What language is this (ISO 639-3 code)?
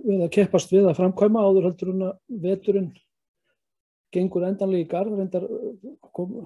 isl